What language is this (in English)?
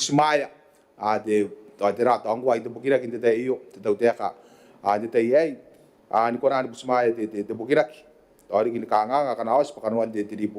Gilbertese